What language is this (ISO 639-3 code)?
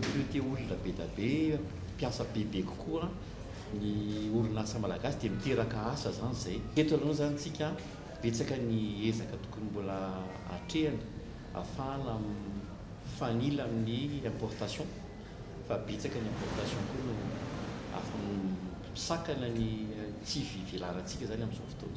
mlg